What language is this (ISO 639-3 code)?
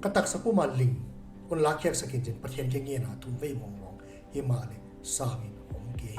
pck